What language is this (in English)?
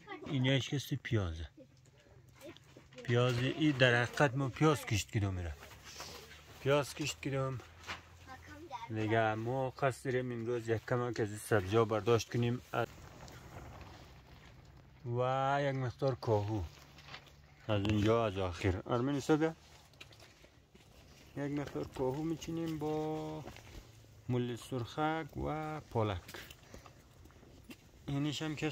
Persian